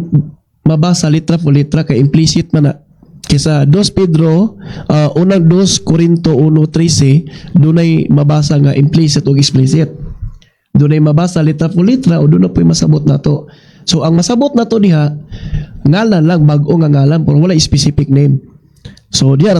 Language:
Cebuano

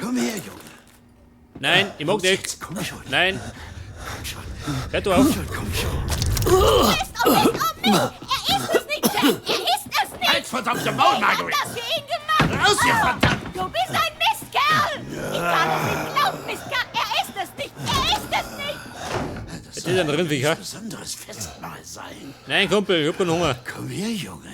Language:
Bavarian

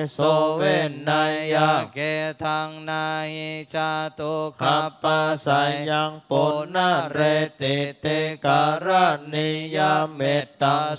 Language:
Pali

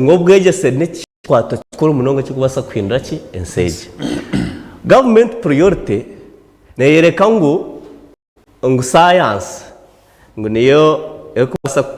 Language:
Nyankole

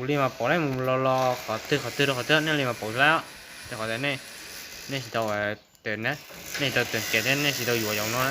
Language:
Hmong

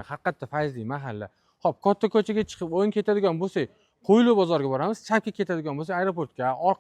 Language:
Uzbek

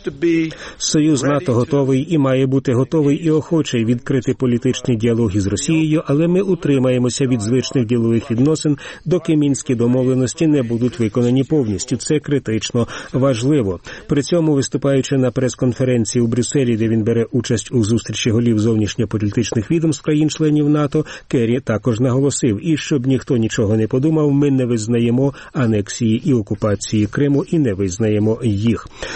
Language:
Ukrainian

